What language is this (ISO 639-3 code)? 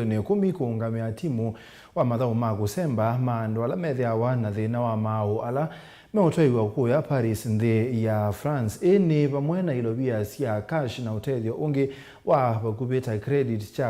kam